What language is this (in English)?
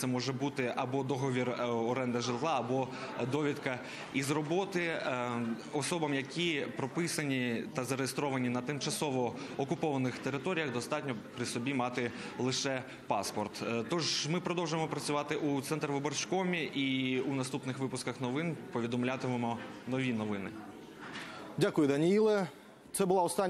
Ukrainian